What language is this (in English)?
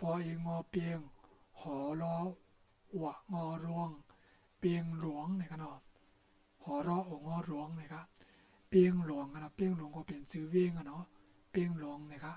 Shan